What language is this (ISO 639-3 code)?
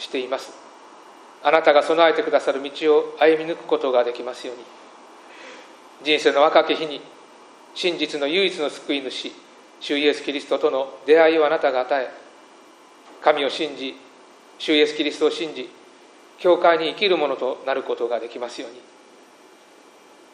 jpn